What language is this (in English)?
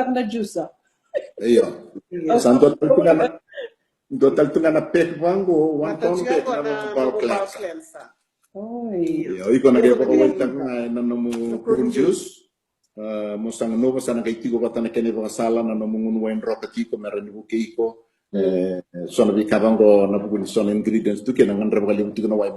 Fijian